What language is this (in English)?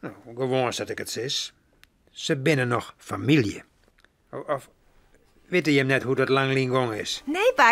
Western Frisian